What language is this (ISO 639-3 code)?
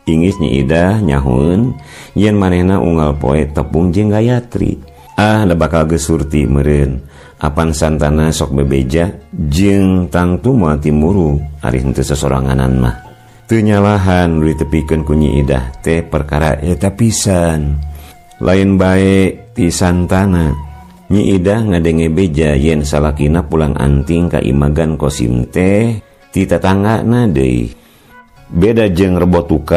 sun